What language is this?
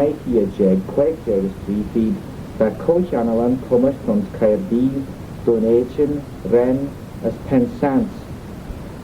Manx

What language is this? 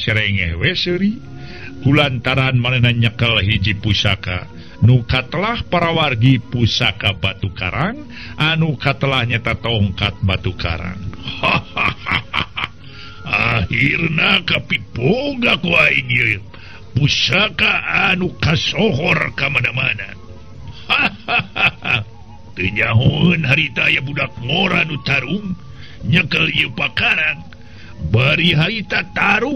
Sundanese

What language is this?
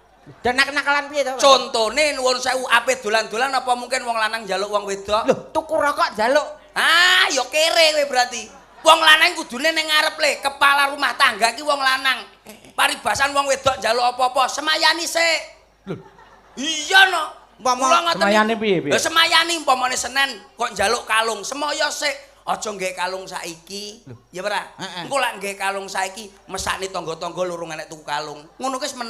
Javanese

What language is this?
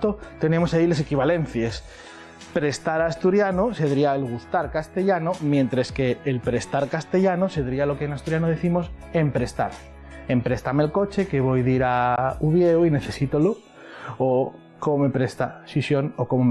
Asturian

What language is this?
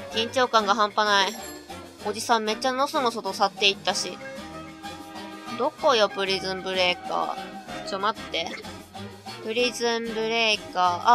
Japanese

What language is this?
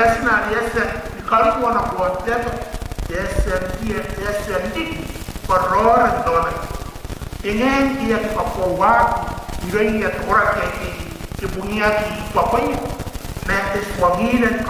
Gilbertese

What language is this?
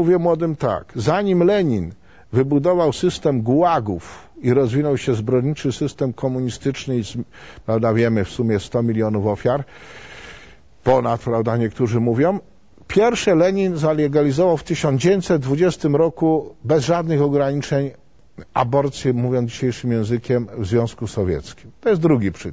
Polish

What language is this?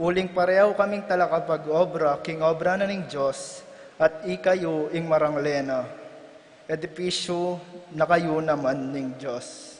Pampanga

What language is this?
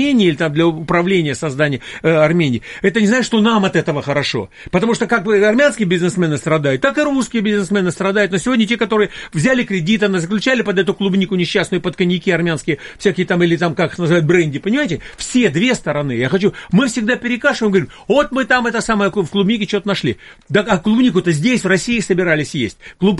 Russian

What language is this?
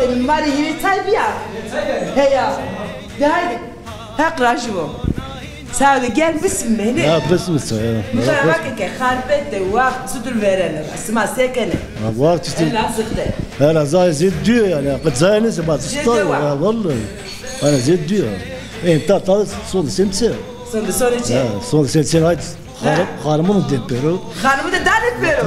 Zaza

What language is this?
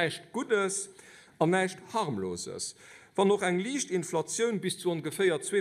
Luxembourgish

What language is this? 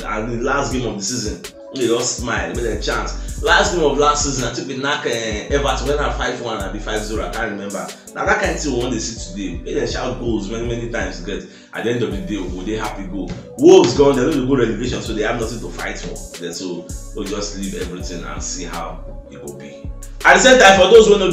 Nigerian Pidgin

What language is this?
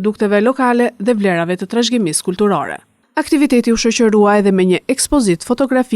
Albanian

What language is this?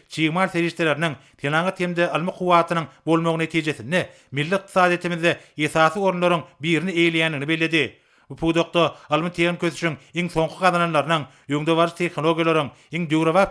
Turkmen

